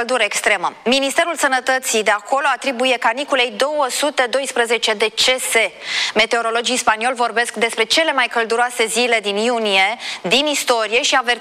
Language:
Romanian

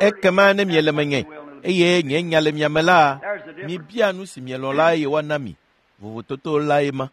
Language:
Ewe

